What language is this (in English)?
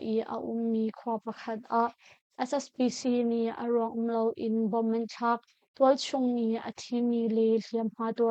Hakha Chin